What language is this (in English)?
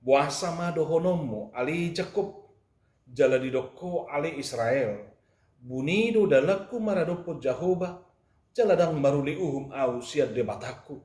Batak Toba